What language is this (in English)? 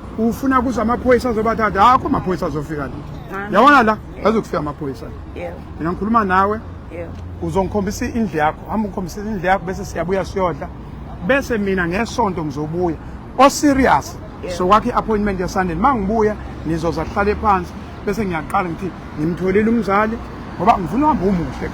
Zulu